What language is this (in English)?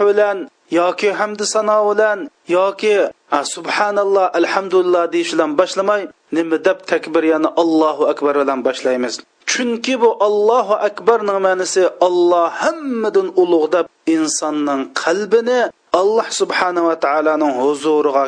Uyghur